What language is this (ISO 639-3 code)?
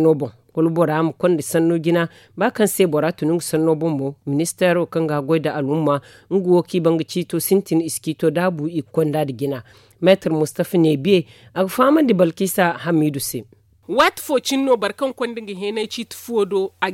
dje